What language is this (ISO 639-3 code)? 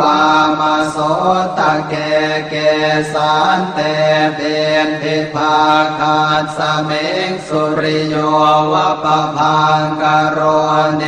pli